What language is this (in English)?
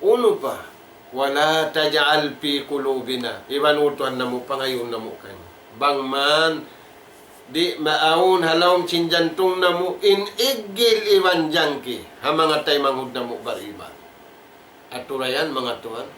Tausug